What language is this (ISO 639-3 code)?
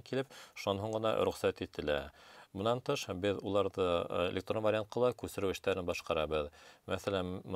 bak